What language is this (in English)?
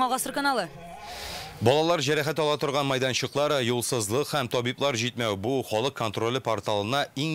Tatar